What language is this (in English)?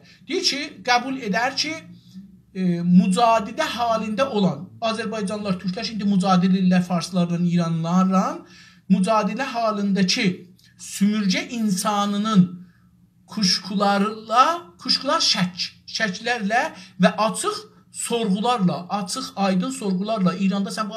South Azerbaijani